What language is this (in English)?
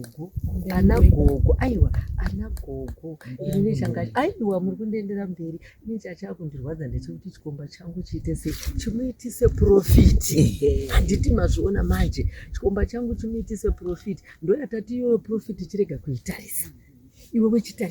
Shona